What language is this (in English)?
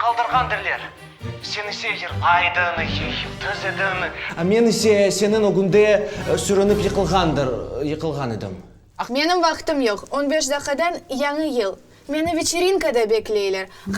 Crimean Tatar